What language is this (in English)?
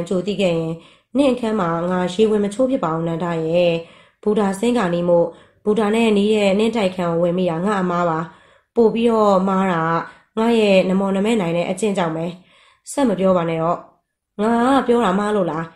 Burmese